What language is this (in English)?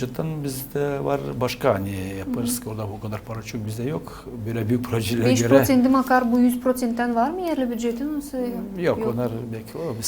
Gagauz